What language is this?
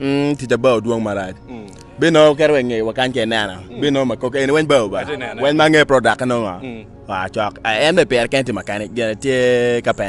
Acoli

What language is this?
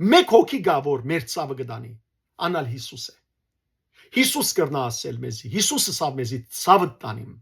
Western Armenian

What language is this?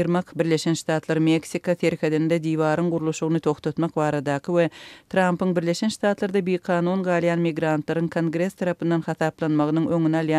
Turkmen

